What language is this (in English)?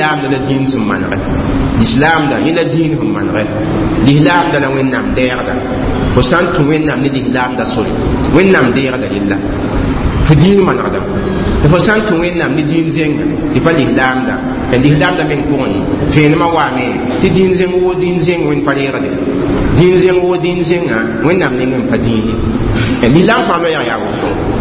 Mossi